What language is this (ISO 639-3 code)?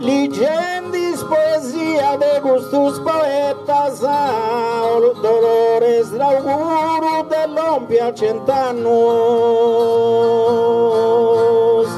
srd